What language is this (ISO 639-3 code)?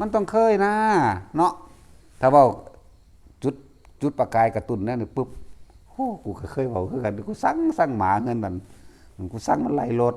lao